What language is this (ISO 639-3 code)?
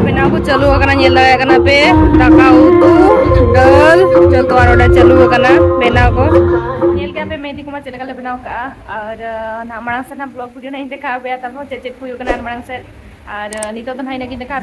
sat